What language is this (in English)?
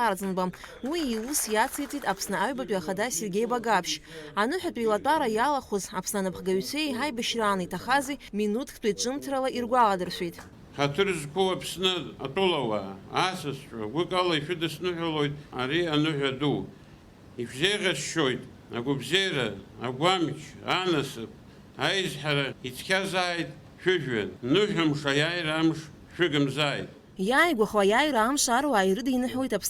Abkhazian